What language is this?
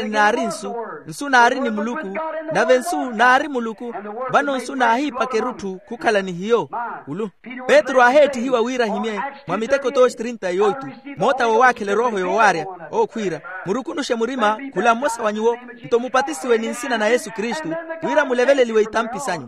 Makhuwa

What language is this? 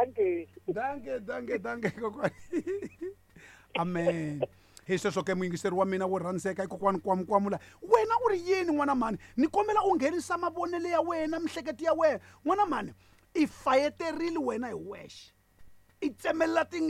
Tsonga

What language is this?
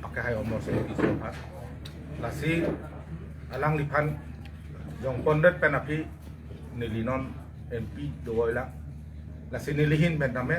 Karbi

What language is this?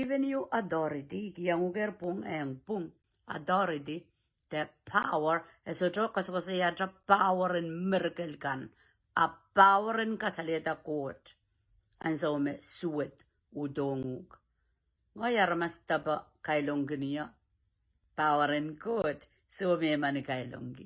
Pohnpeian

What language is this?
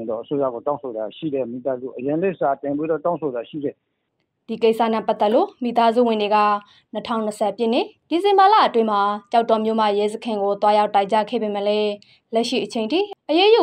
Burmese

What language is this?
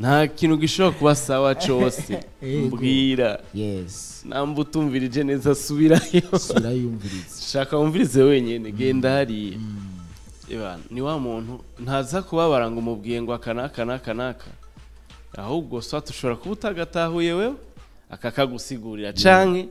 Rundi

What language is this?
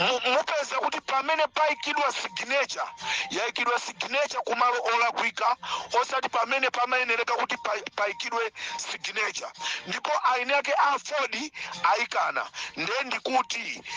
Nyanja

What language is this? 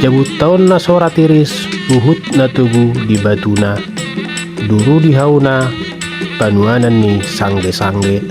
Batak Toba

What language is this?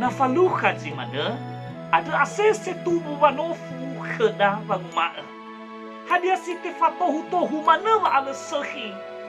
Nias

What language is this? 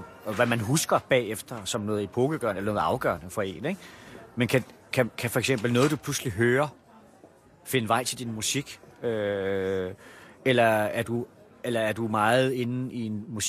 Danish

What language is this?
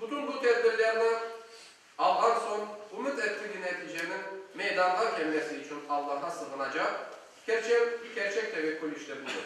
Crimean Tatar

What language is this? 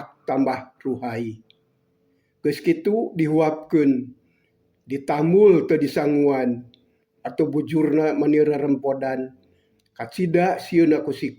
Sundanese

